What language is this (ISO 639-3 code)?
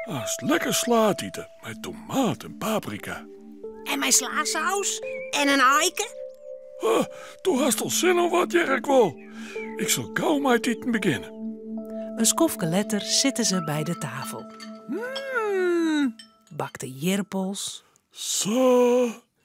fry